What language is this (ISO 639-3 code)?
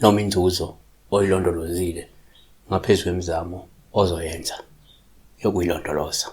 zul